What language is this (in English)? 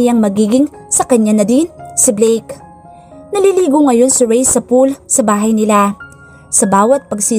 Filipino